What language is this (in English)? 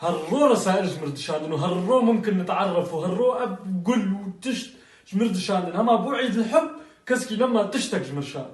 Kurdish